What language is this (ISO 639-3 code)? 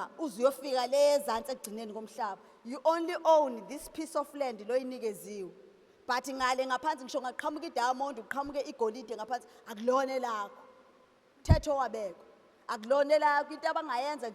zul